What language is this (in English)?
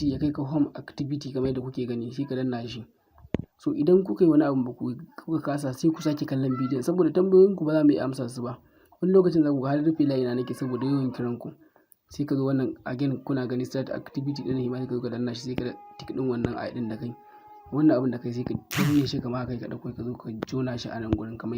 Hausa